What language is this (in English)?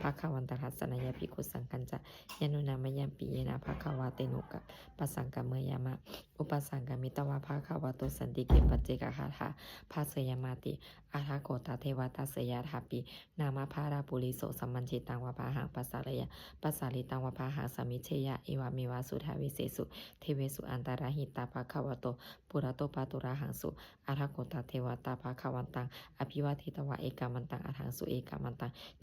Pali